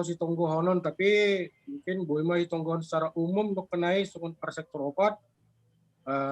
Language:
Batak Simalungun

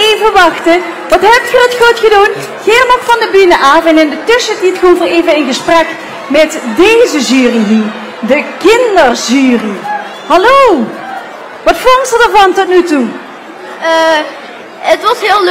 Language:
Limburgish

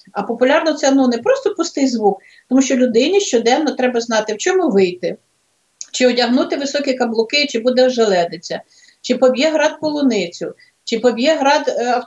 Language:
Ukrainian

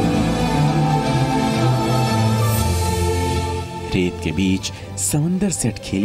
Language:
Hindi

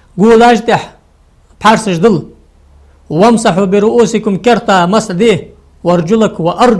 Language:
Ingush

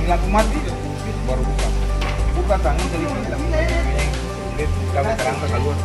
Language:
Ambonese Malay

